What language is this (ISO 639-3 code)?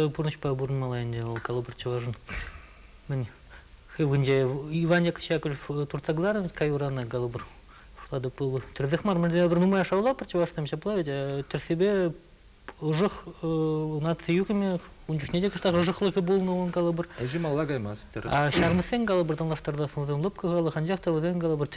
chv